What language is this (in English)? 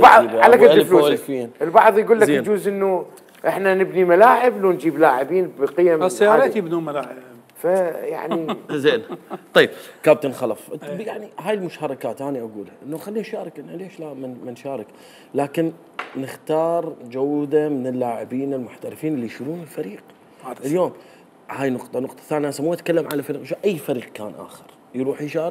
Mesopotamian Arabic